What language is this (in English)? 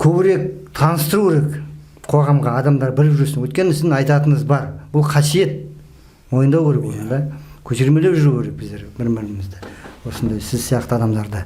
Kazakh